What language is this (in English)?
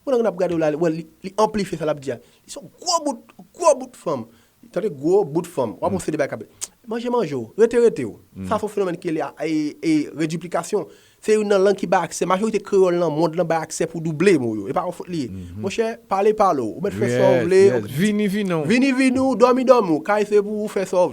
Haitian Creole